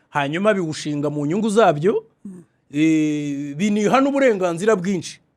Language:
Kinyarwanda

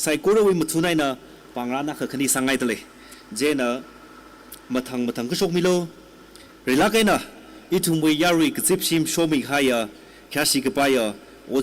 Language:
Tangkhul Naga (India)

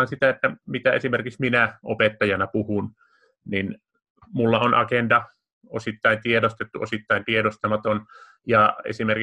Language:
Finnish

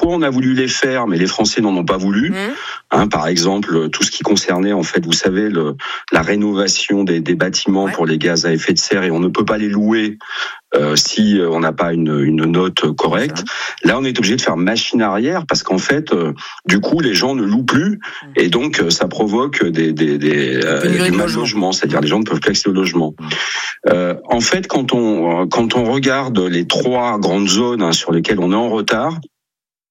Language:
French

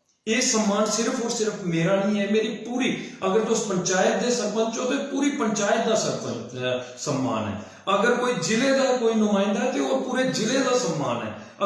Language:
Dogri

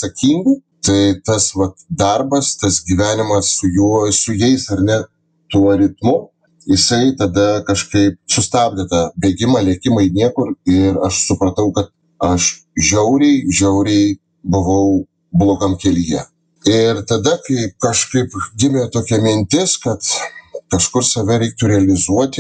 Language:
Lithuanian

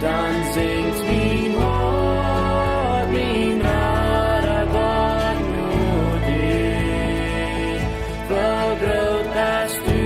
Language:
Plautdietsch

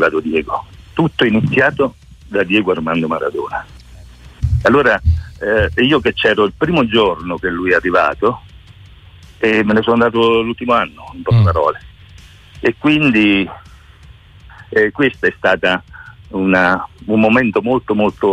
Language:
Italian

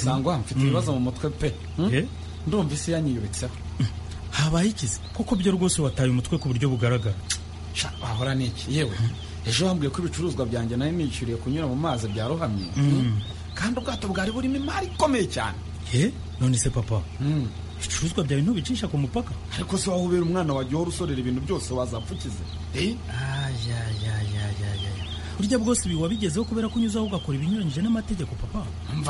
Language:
Kinyarwanda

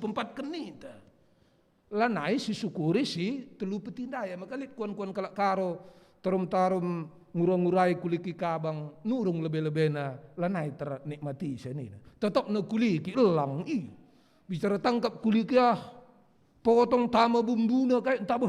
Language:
Batak Karo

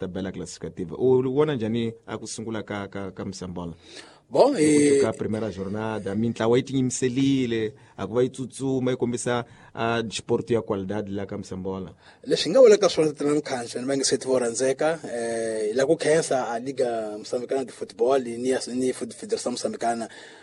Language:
Tsonga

